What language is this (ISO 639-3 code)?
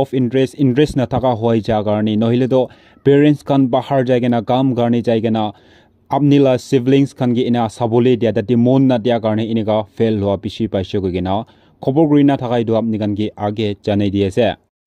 nag